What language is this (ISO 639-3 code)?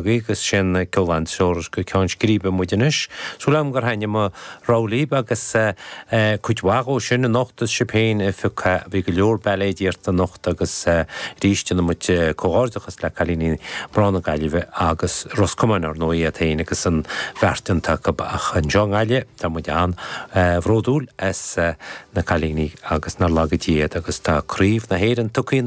gle